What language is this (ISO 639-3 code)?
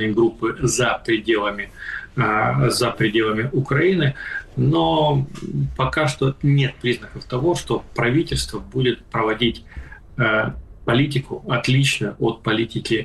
rus